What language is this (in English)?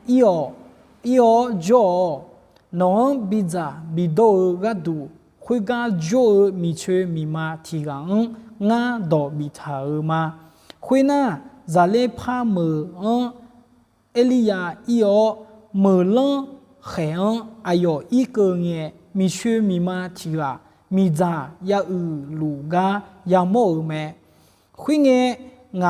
Akha